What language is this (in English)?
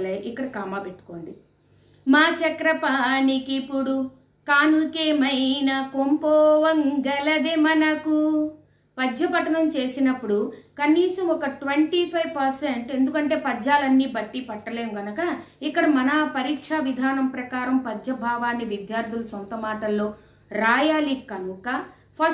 Telugu